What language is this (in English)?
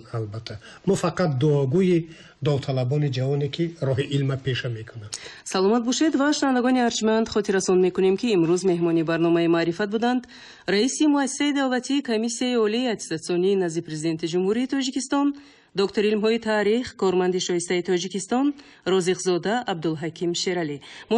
Tajik